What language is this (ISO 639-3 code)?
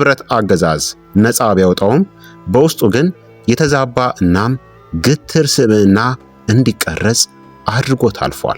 amh